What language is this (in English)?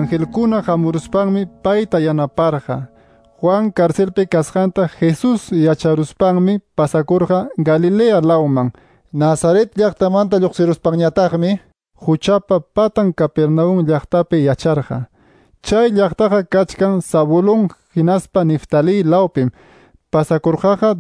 Quechua